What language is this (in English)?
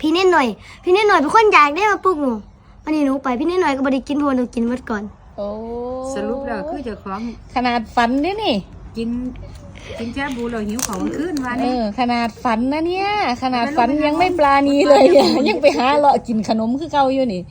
Northeastern Thai